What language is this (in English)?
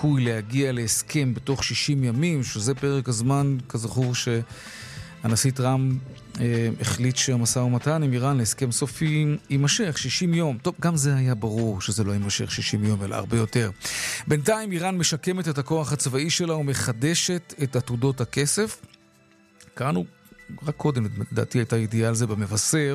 Hebrew